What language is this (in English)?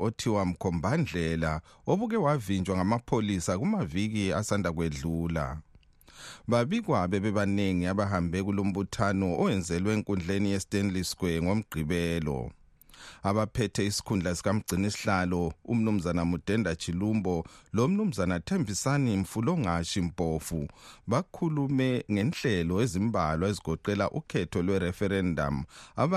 North Ndebele